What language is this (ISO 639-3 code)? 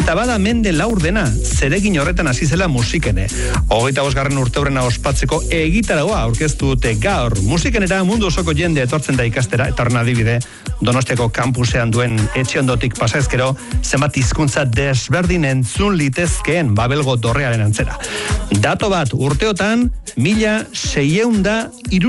eus